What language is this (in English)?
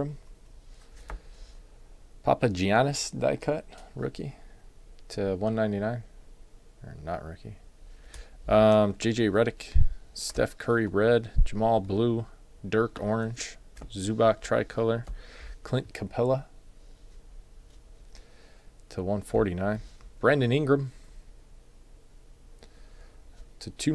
English